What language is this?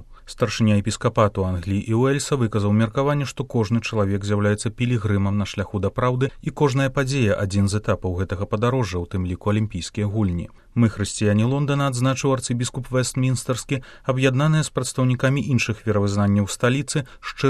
Belarusian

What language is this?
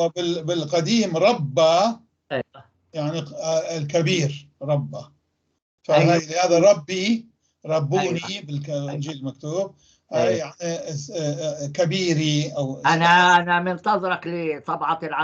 North Levantine Arabic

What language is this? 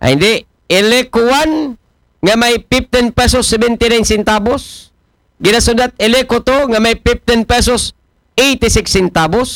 Aklanon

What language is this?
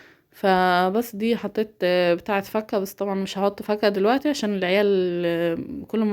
Egyptian Arabic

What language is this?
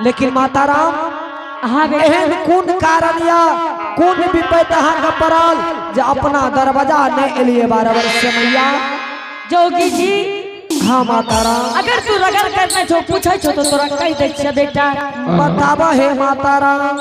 Angika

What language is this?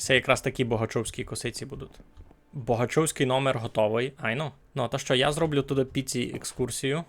Rusyn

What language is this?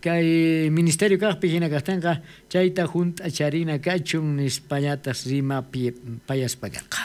South Bolivian Quechua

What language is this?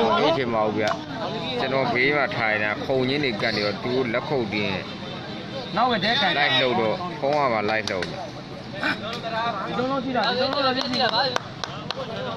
Burmese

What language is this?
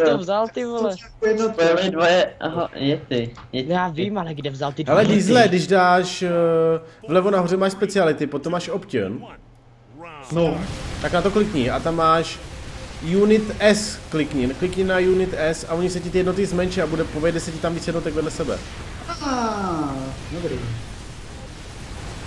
Czech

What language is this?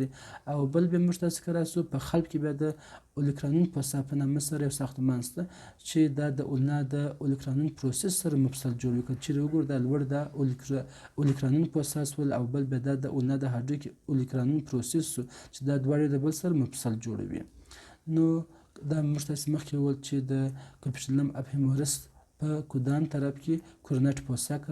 Pashto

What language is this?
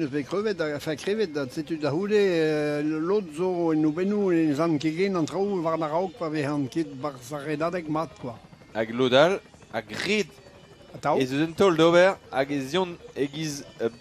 Breton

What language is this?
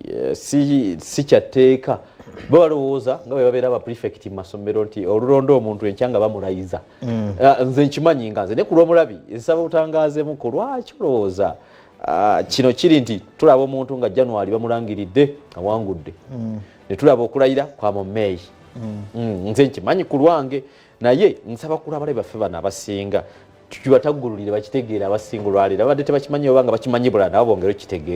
Ganda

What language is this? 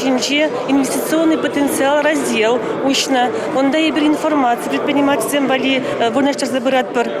Chuvash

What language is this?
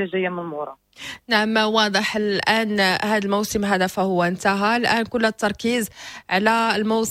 Moroccan Arabic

